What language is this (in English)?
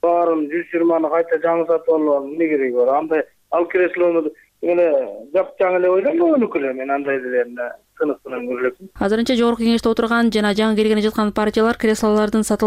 Kyrgyz